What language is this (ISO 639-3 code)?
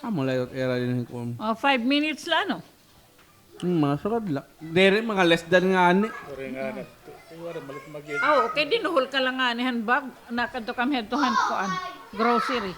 war